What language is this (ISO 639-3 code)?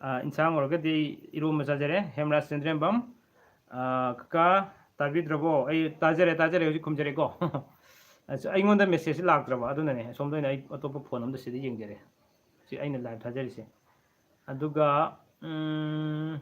mni